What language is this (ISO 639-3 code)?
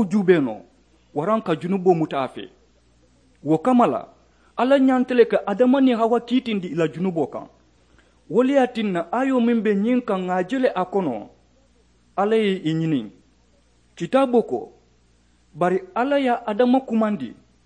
man